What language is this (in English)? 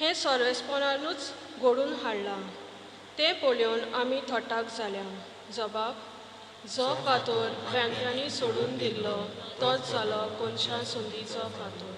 Konkani